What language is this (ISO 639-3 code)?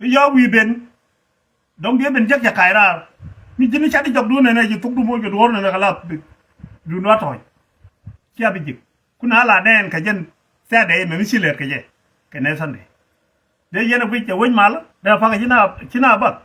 nus